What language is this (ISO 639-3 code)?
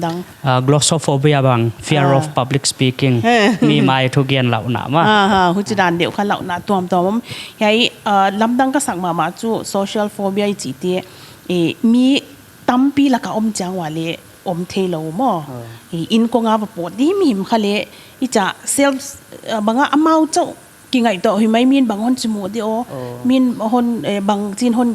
pck